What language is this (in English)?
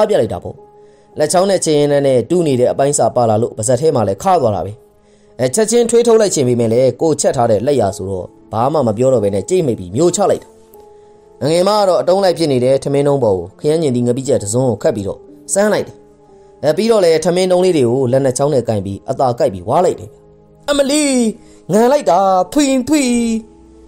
Burmese